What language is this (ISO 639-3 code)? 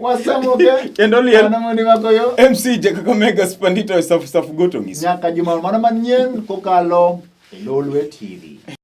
luo